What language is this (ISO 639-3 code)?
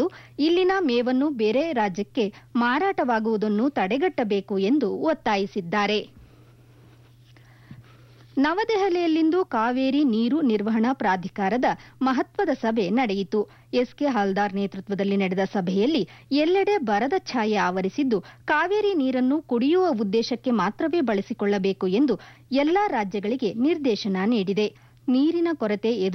kan